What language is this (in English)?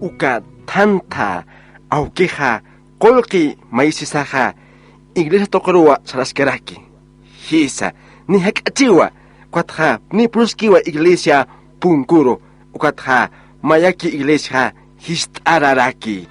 Aymara